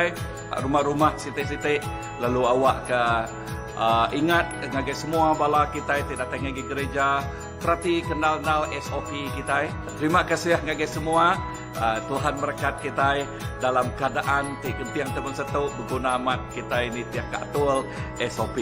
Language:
Iban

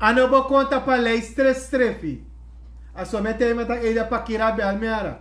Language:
Sranan Tongo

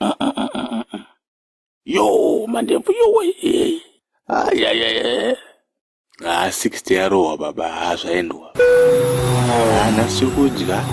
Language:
Shona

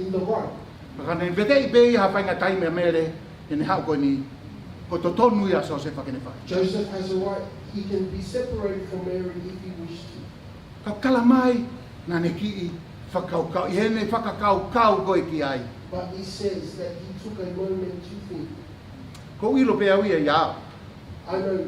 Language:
Tongan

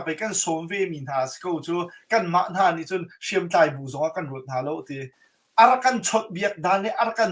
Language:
Hakha Chin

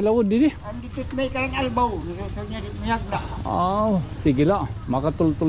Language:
Waray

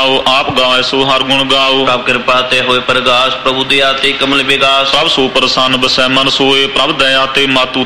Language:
Punjabi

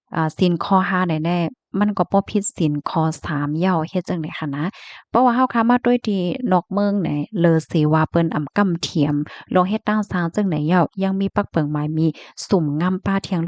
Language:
Shan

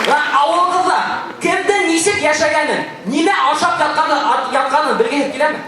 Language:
Bashkir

